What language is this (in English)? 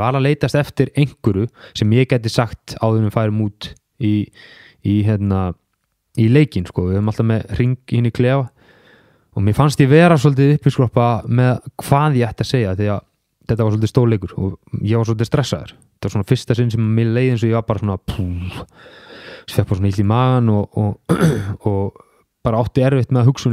Icelandic